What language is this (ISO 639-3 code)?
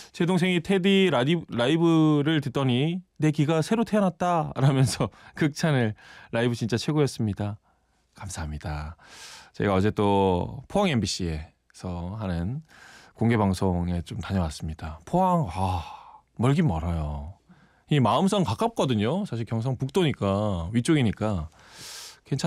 kor